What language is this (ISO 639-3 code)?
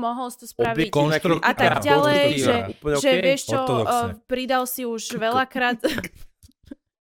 slk